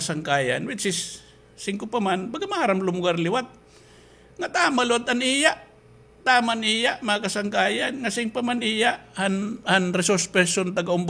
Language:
Waray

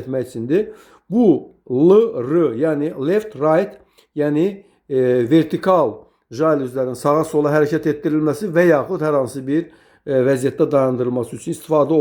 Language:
Azerbaijani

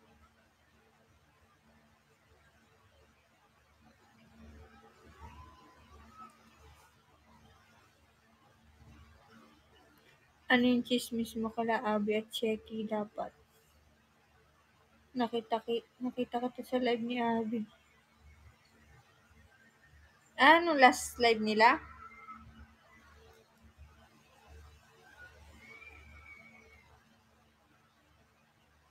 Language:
Filipino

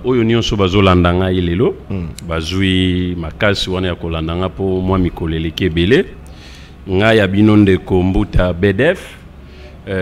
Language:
Lingala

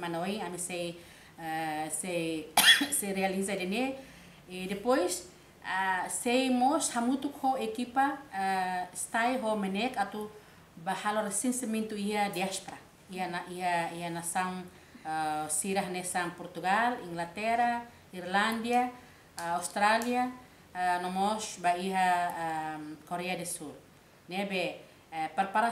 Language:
Tetum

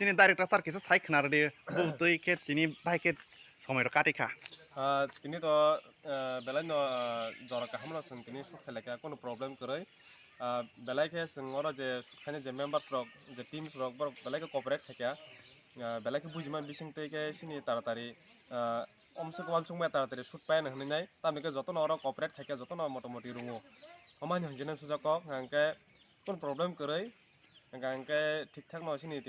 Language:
Kok Borok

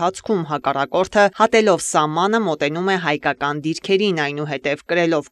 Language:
Armenian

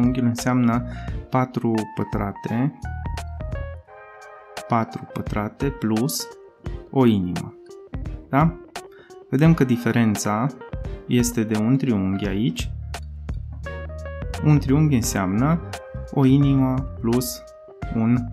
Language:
Romanian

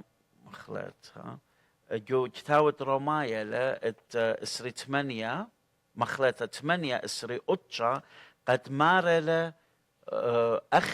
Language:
Assyrian Neo-Aramaic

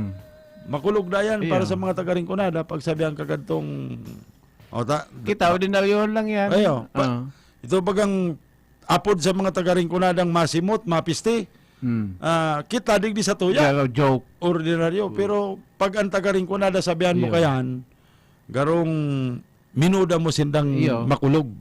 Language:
Bikol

